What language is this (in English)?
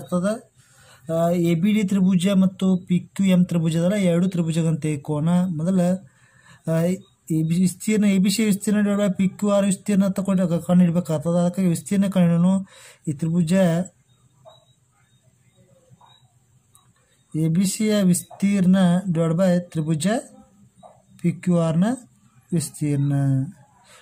Kannada